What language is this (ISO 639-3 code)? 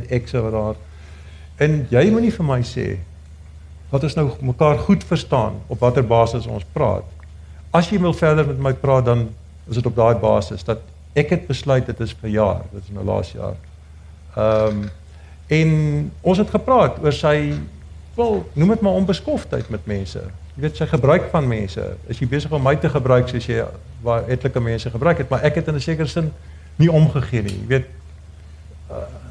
afr